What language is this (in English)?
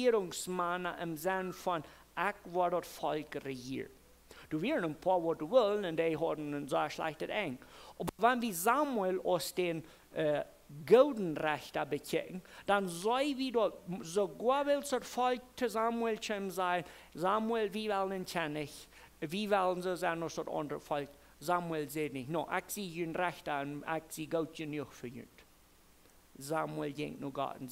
Plautdietsch